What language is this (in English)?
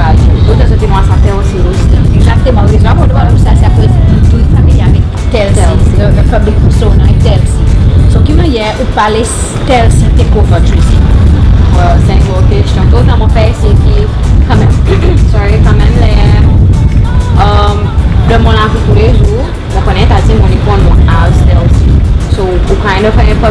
Seselwa Creole French